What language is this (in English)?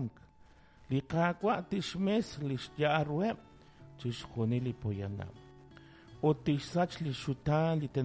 Kekchí